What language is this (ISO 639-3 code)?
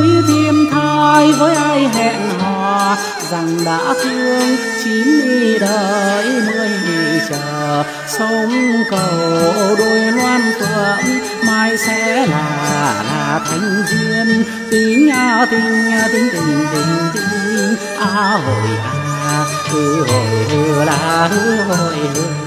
vie